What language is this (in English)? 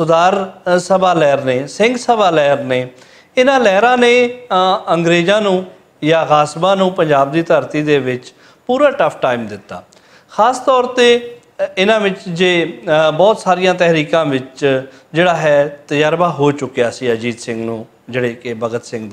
Western Panjabi